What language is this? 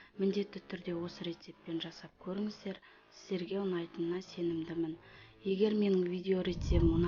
Kazakh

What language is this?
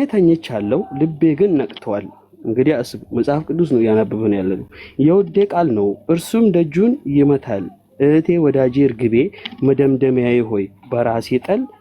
Amharic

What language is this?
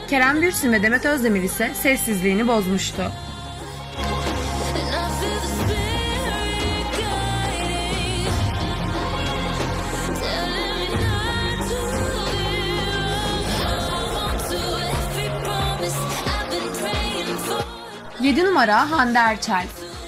Turkish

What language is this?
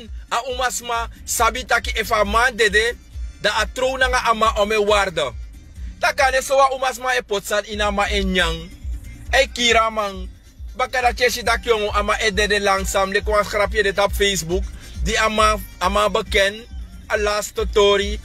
Sranan Tongo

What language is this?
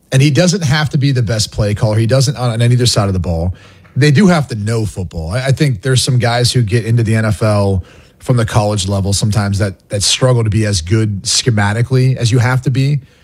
English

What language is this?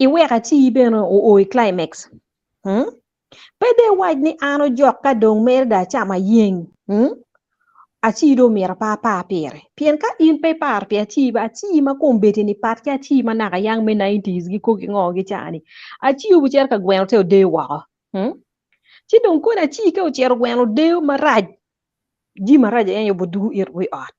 Acoli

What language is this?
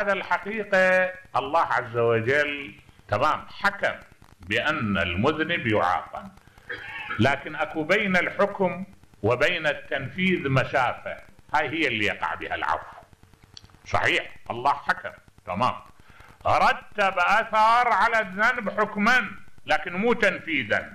Mesopotamian Arabic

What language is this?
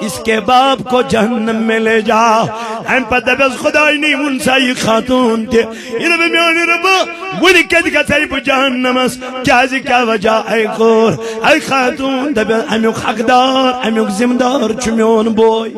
Kashmiri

